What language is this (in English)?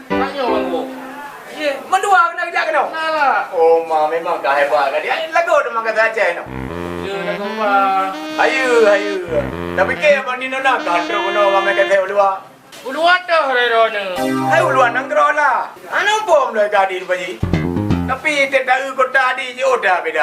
Achinese